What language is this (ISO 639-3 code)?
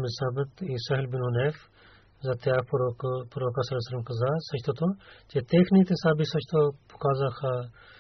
bul